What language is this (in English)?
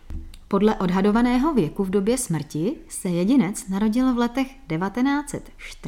Czech